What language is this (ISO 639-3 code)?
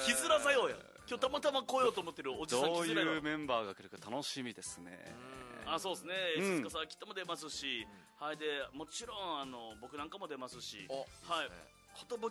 jpn